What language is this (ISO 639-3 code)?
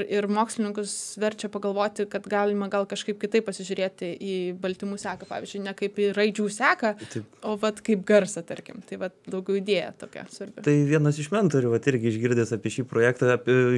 lit